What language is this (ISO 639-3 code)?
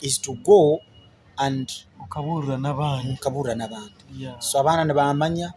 nyn